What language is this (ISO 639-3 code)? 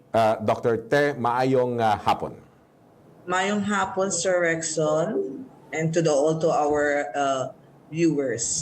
hil